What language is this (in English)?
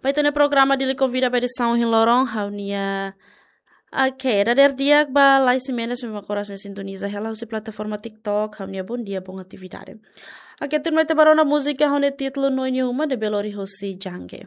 Tetum